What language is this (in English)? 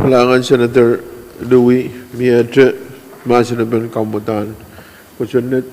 Pohnpeian